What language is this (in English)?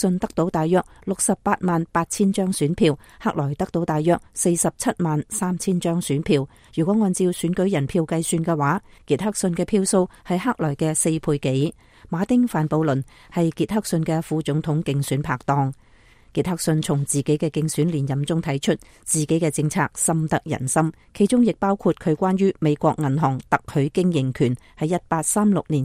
Cantonese